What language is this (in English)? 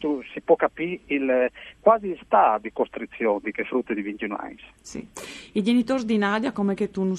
Friulian